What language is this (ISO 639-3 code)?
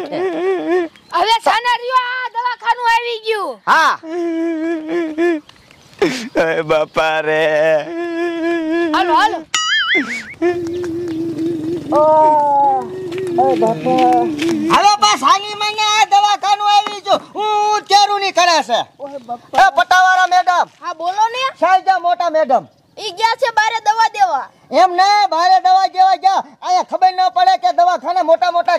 guj